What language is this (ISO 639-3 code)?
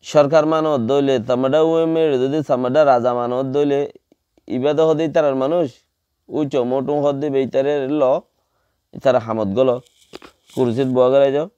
rhg